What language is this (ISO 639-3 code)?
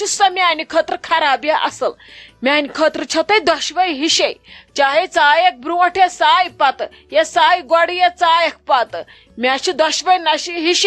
kas